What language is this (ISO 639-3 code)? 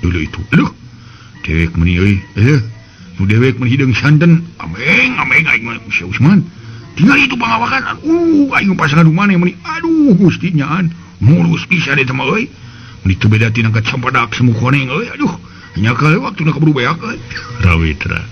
sun